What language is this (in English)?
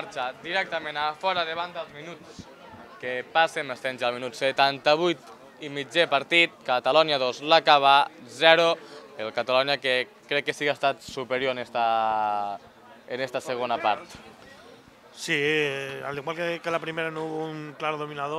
Catalan